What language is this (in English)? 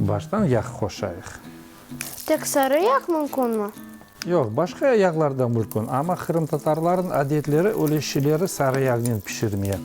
Crimean Tatar